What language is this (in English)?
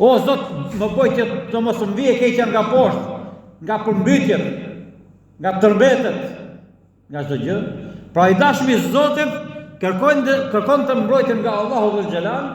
Albanian